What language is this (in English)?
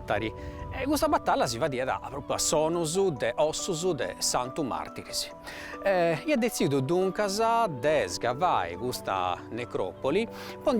Sardinian